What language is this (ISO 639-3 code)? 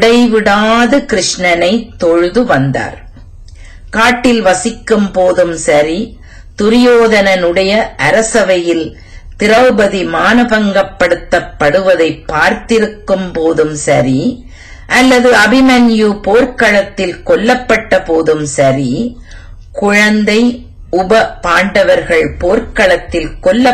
tam